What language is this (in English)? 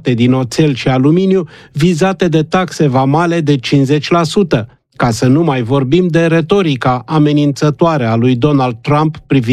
Romanian